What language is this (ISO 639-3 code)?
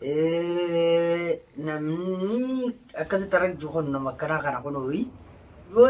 orm